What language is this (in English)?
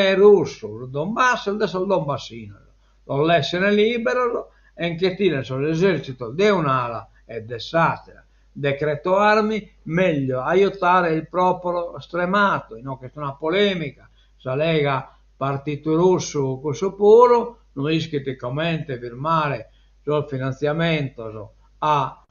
Sardinian